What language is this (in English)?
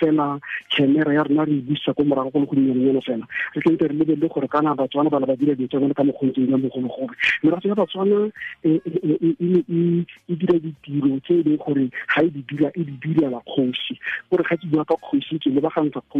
Tswana